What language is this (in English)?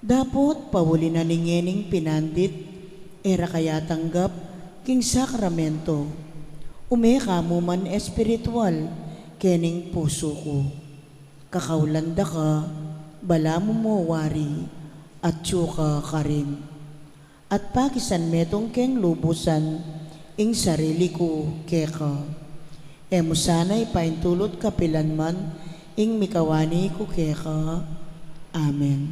Pampanga